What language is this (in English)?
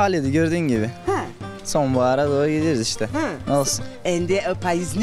Zaza